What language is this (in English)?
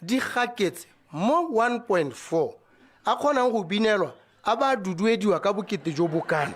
Tswana